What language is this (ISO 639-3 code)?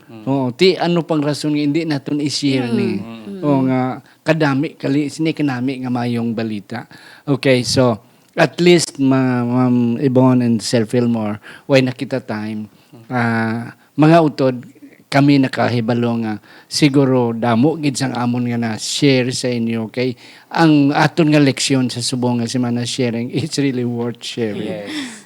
hil